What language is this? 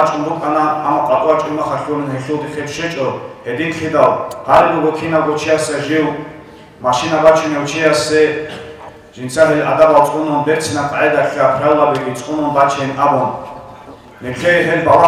Avaric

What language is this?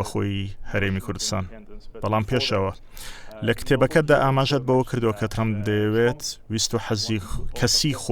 Central Kurdish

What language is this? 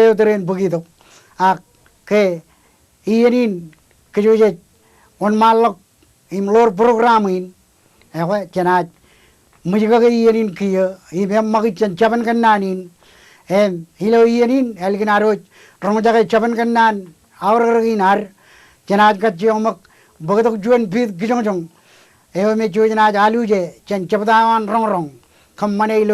Marshallese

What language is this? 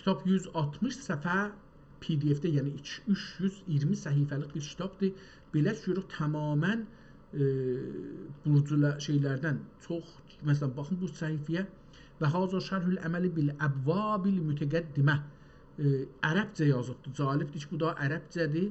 South Azerbaijani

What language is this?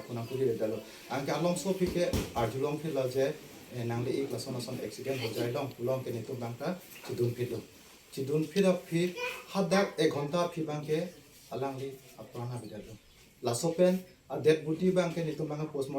Karbi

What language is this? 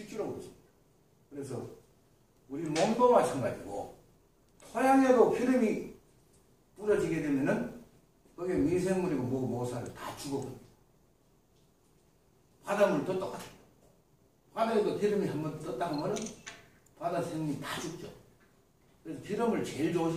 Korean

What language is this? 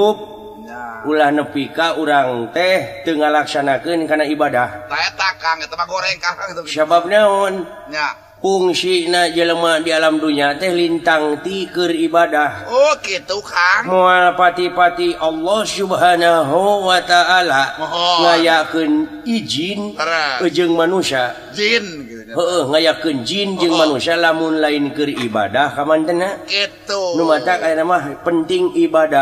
Sundanese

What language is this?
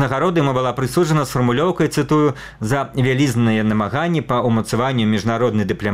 Belarusian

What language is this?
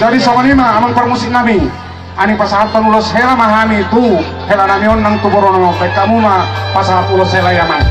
Batak Toba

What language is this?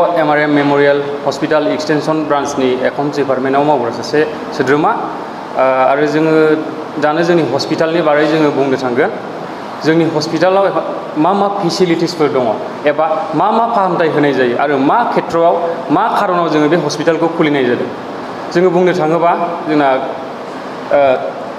Bodo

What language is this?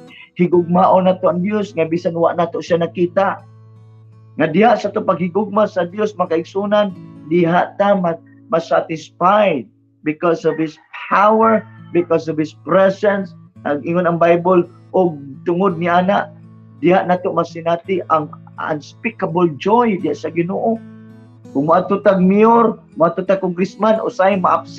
Cebuano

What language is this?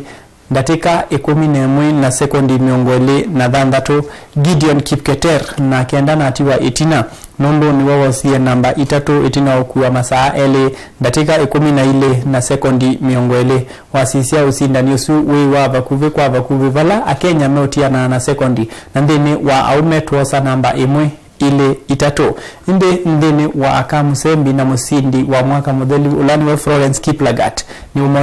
Kamba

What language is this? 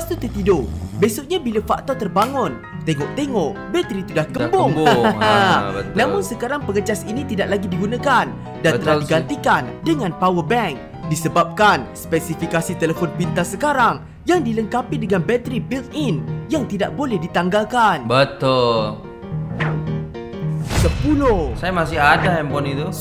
Malay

